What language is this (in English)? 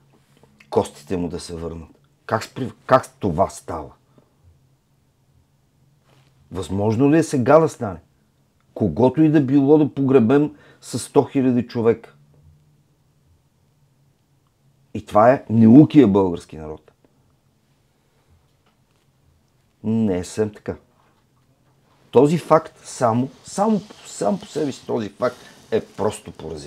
Bulgarian